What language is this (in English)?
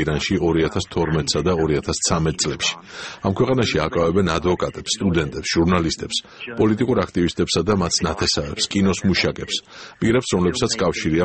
Georgian